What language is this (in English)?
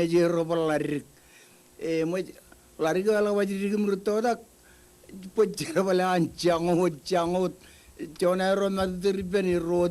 Marshallese